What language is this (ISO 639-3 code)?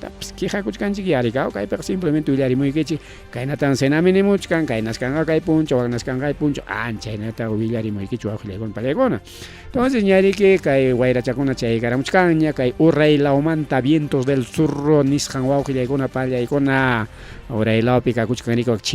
quy